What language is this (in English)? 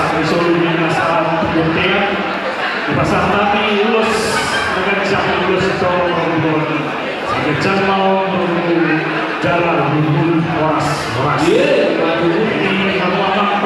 Batak Toba